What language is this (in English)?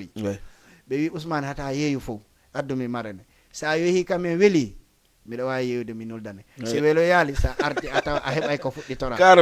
Fula